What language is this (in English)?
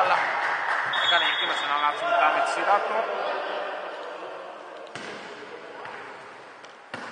Greek